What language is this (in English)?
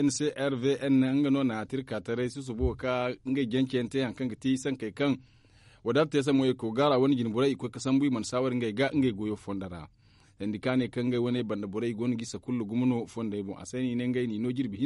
Zarma